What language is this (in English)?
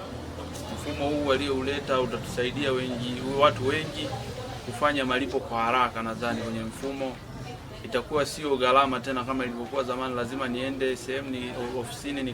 Swahili